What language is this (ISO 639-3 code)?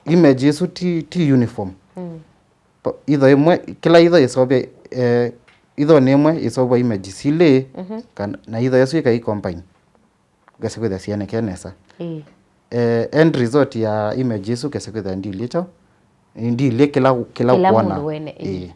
kam